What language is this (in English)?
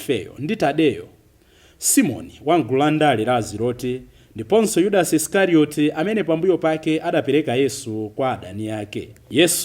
Nyanja